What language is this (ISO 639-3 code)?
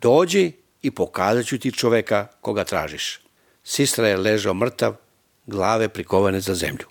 srp